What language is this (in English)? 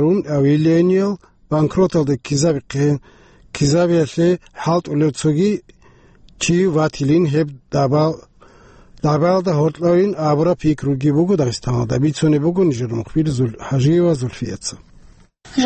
Avaric